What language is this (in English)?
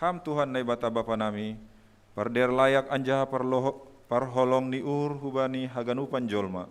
Batak Simalungun